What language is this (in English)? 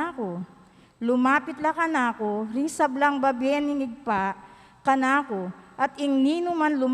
Pampanga